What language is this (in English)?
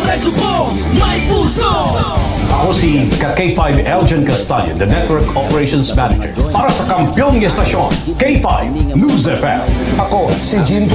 Hiligaynon